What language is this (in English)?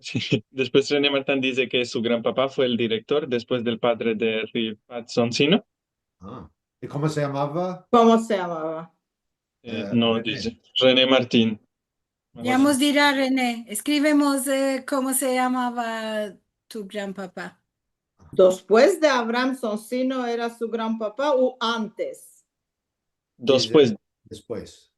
Ladino